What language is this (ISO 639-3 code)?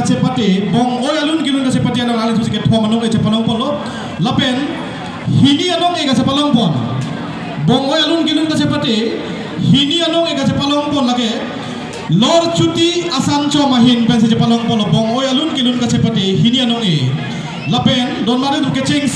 mjw